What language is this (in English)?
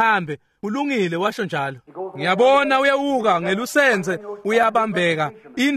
Swati